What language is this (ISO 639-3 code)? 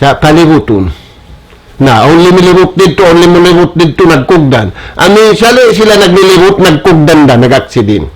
tsg